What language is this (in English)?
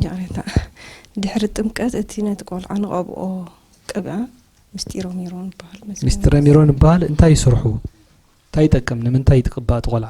Tigrinya